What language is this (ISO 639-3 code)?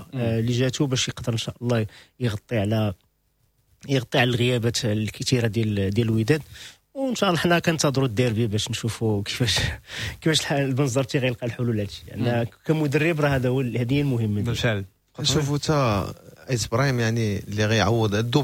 ary